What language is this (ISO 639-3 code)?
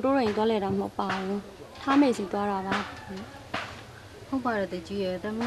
mya